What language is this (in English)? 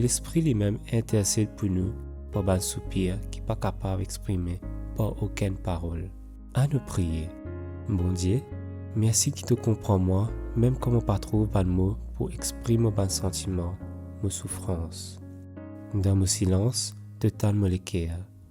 Morisyen